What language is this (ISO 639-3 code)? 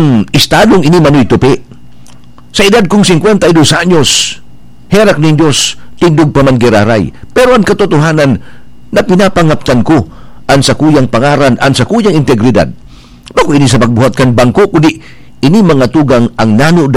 bik